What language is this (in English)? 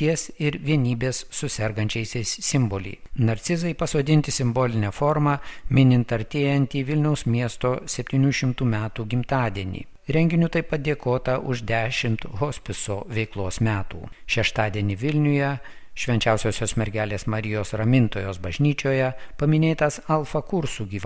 Lithuanian